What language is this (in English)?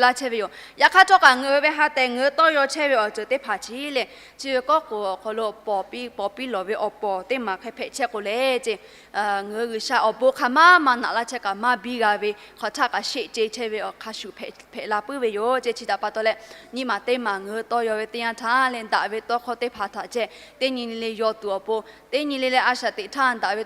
Lahu